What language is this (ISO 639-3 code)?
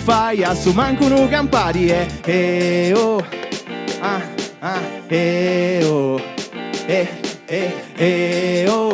srd